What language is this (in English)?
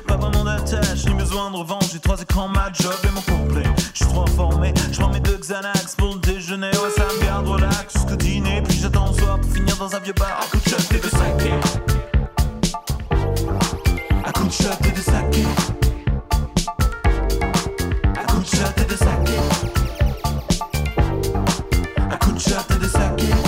French